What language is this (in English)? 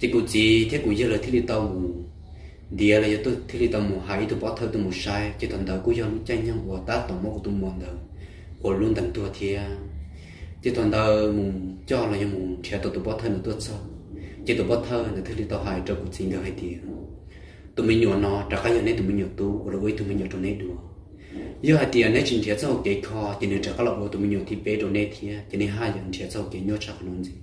Hmong